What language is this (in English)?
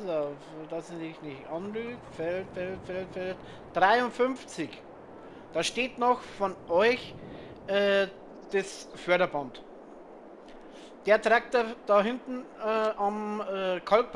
German